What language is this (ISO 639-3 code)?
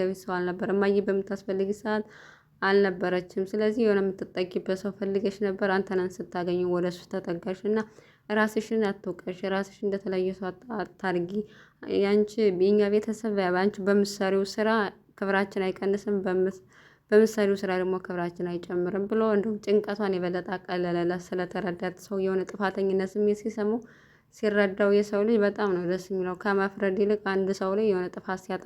amh